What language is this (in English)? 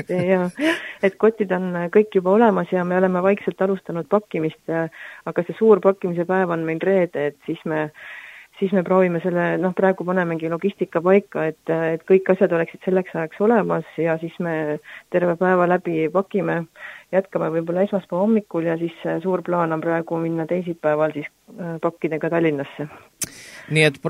Estonian